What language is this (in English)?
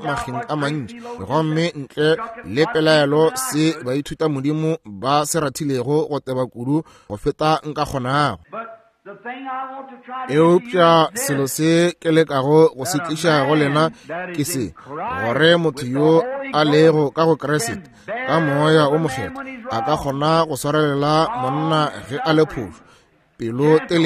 Northern Sotho